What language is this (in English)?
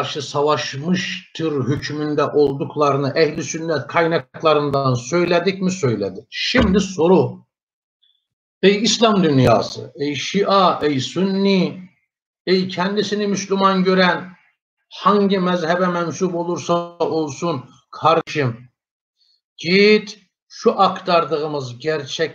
Turkish